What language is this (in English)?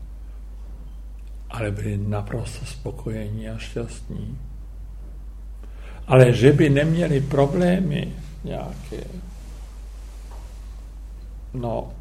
Czech